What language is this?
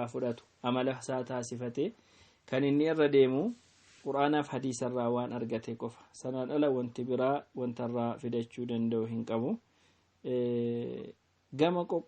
Oromo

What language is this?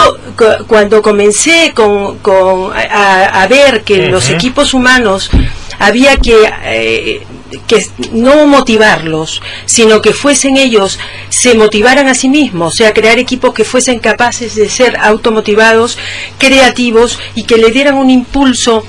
Spanish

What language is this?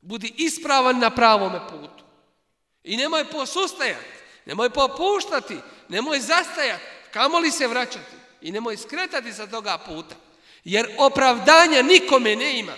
Bosnian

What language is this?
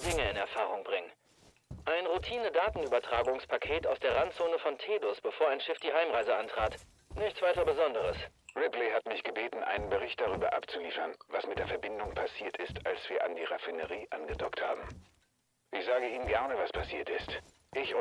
Bavarian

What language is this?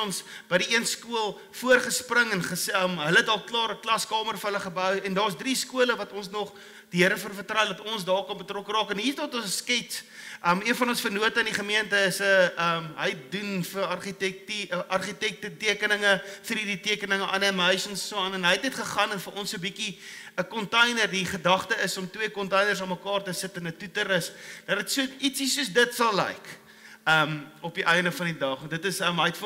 Afrikaans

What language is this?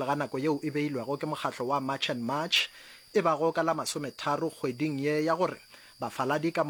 Northern Sotho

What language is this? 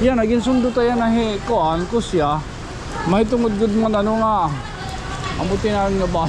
Waray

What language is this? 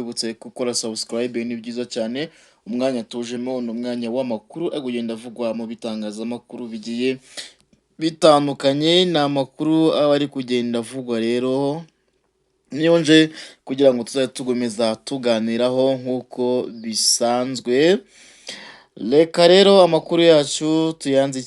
Kinyarwanda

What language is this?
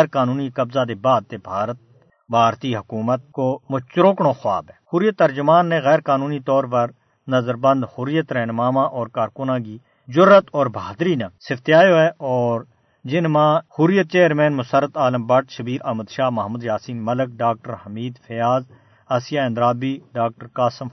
Gujari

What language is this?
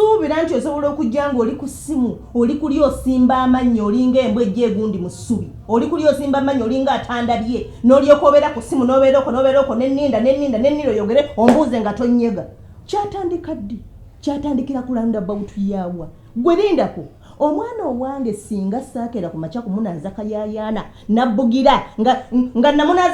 Ganda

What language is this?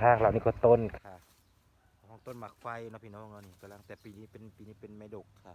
Northeastern Thai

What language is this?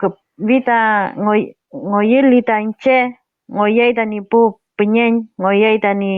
Mapuche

